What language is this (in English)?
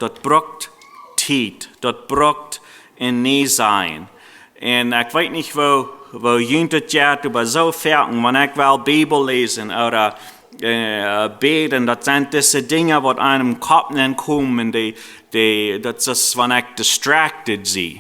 Plautdietsch